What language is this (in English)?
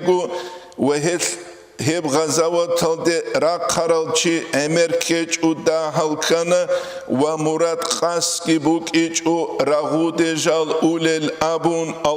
Avaric